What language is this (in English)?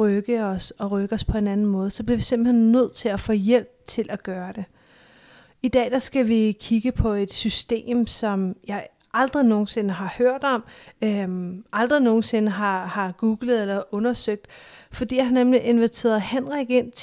Danish